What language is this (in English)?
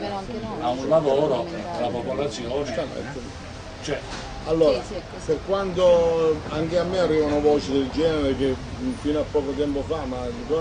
Italian